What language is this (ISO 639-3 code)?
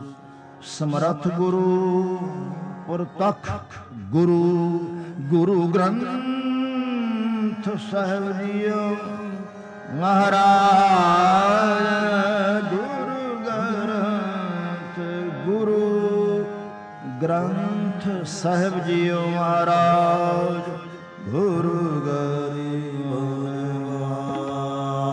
pan